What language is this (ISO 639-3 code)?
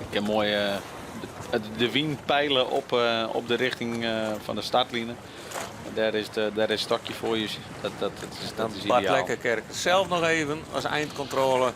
fry